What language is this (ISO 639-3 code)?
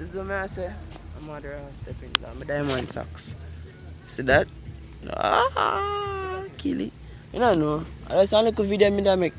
jam